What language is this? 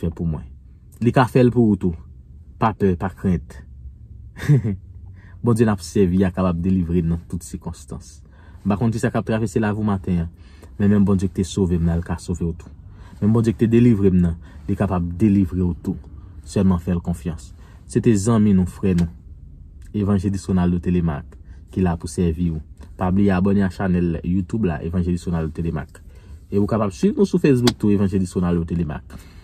Haitian Creole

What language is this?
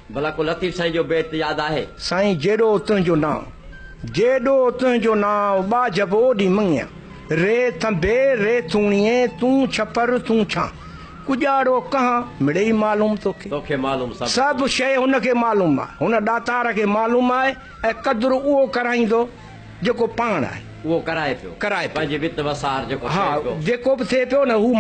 Sindhi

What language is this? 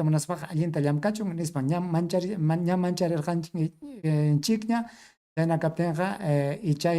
Ayacucho Quechua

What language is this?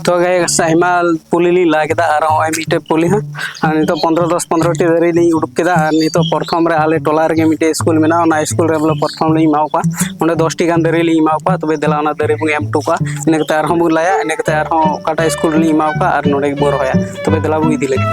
Santali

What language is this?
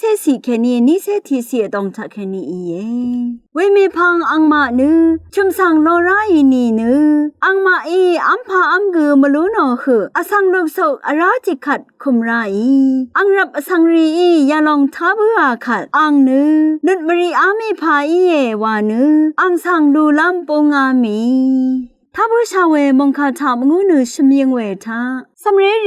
Rawang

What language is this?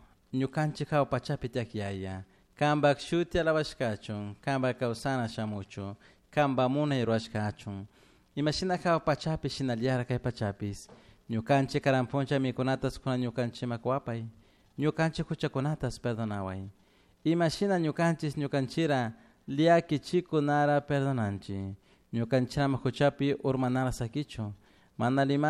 Chimborazo Highland Quichua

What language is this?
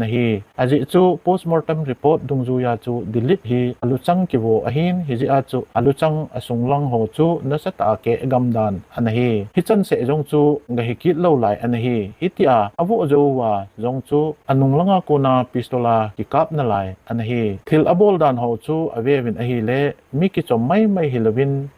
Thado Chin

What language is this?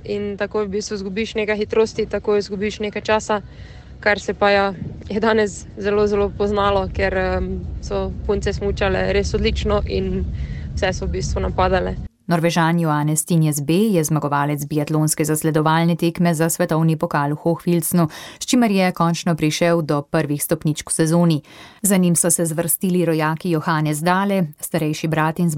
Slovenian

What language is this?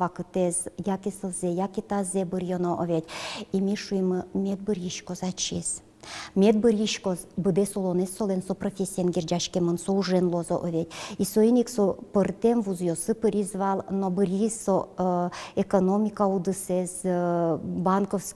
Udmurt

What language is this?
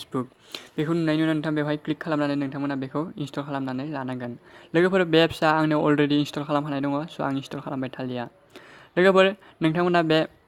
Bodo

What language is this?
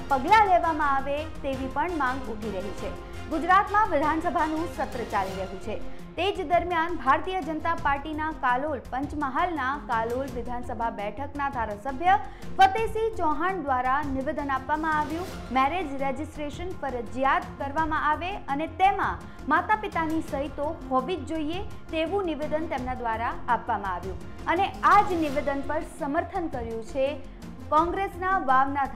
Gujarati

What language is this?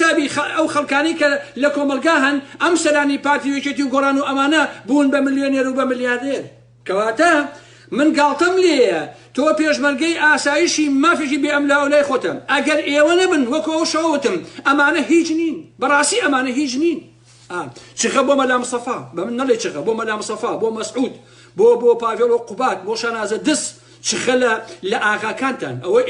Central Kurdish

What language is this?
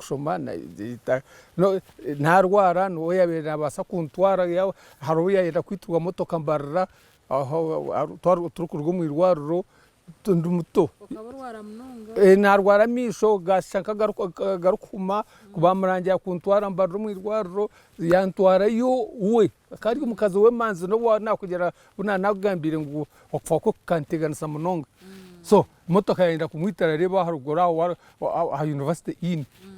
Nyankole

